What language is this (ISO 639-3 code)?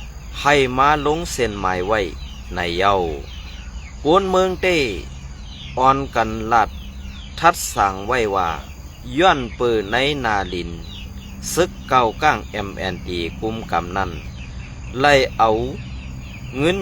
shn